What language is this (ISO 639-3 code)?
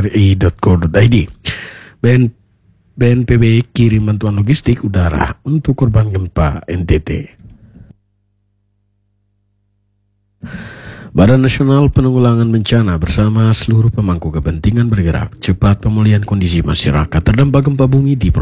ind